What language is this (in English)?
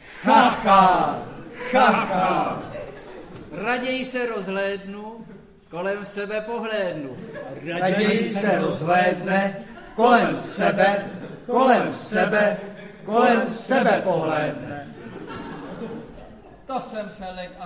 Czech